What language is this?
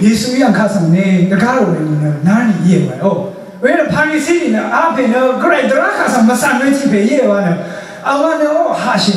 Rawang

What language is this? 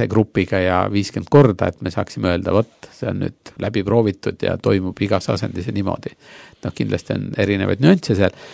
Estonian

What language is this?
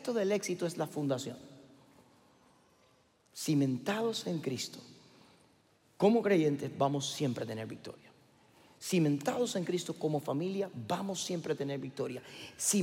Spanish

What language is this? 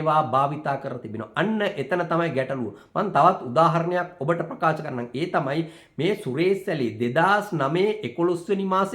Sinhala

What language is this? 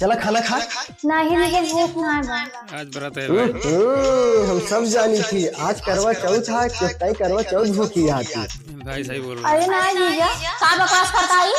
Awadhi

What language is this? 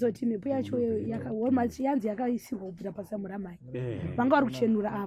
Shona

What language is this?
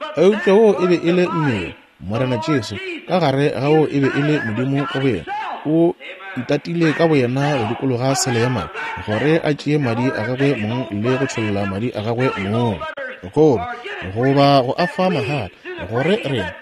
Northern Sotho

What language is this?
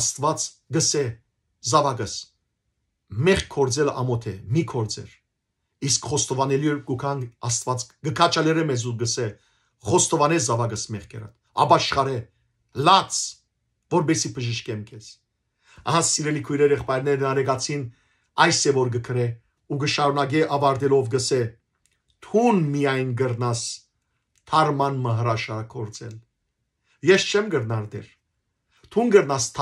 Western Armenian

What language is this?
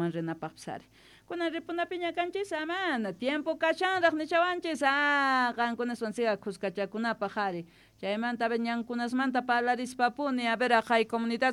Quechua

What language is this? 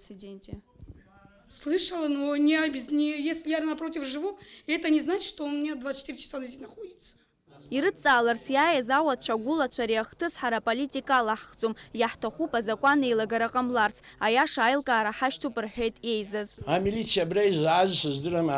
Abkhazian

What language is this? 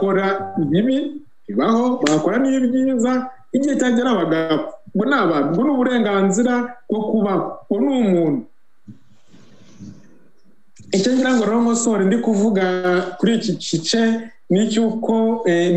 Kinyarwanda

